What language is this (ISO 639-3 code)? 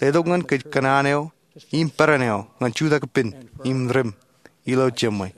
mah